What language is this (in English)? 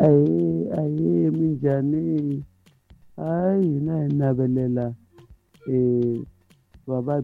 Tsonga